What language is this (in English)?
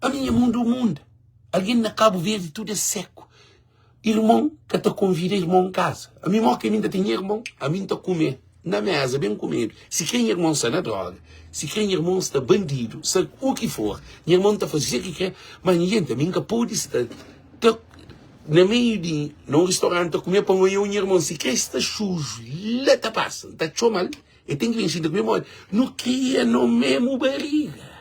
Kabuverdianu